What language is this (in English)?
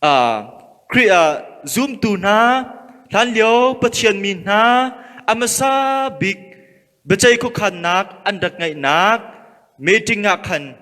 Hakha Chin